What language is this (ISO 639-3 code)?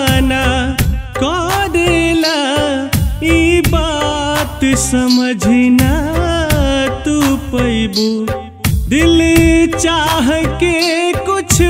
bho